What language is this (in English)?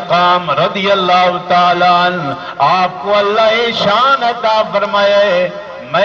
Saraiki